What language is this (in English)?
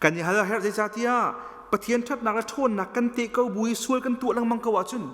Hakha Chin